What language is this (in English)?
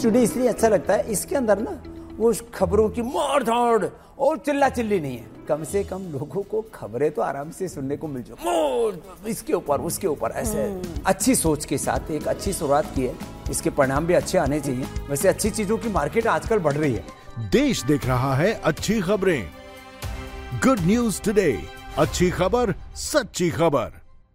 Hindi